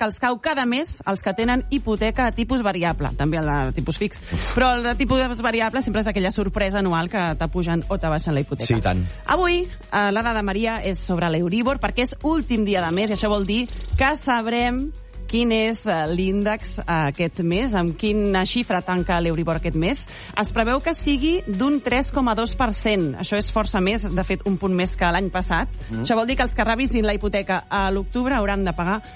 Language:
Catalan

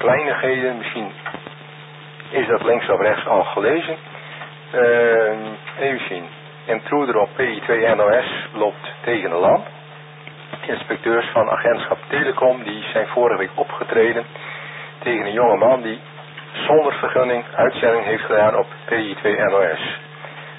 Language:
Dutch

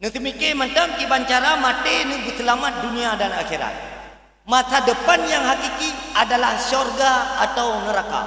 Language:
Achinese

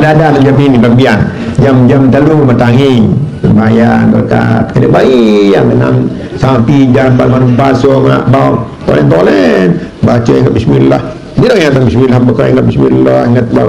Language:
Sasak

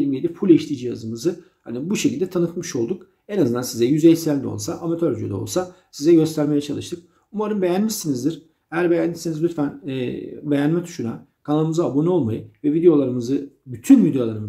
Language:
Turkish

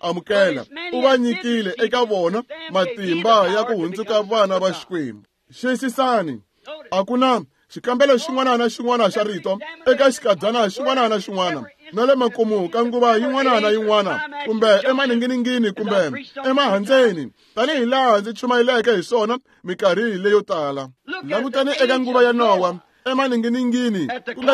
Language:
Tsonga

